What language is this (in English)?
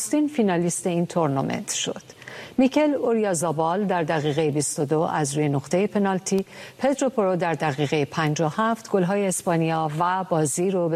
Persian